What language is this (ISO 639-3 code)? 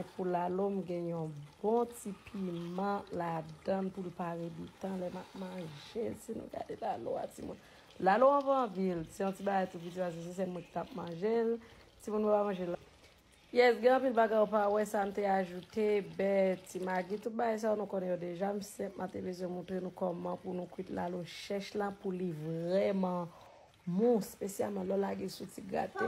hat